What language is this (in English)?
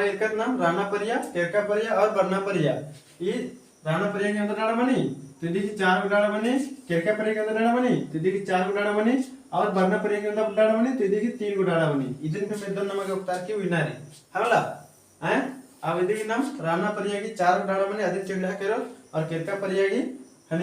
Kurukh